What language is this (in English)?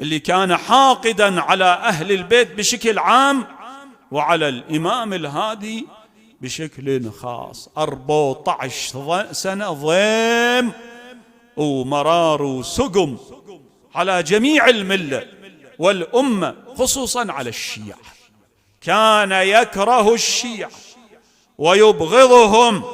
Mesopotamian Arabic